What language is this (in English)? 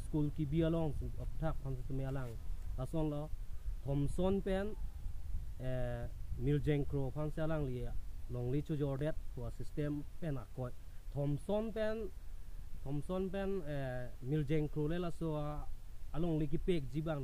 Karbi